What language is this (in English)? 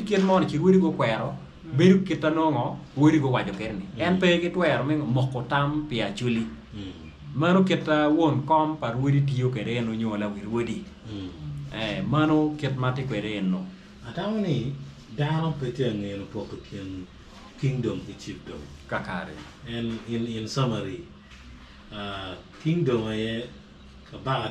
Acoli